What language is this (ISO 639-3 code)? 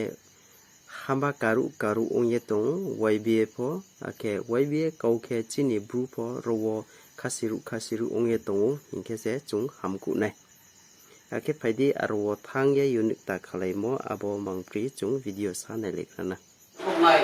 ria